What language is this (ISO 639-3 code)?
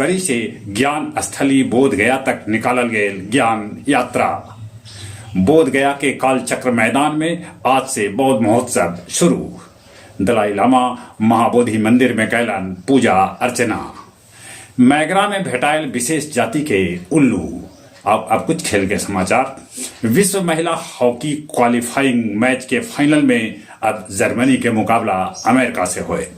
mag